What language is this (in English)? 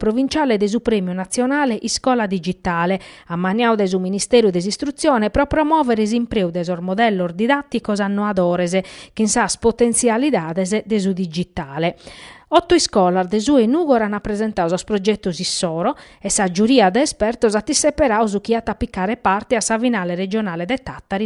Sardinian